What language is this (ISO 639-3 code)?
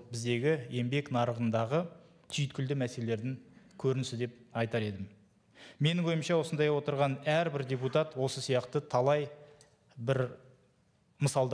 kaz